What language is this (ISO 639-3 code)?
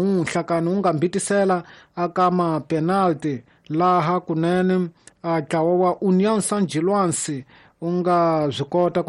tso